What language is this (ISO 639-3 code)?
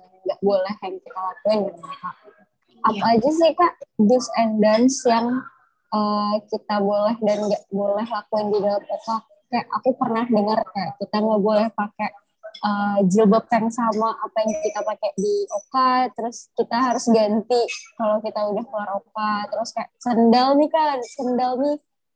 ind